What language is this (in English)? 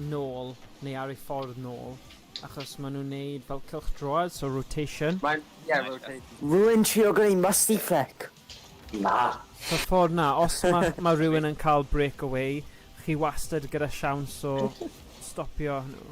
Welsh